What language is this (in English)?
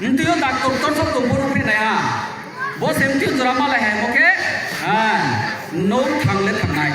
Riang (India)